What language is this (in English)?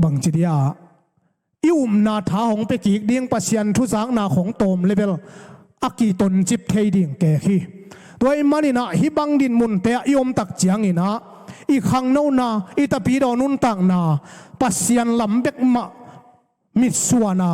Tedim Chin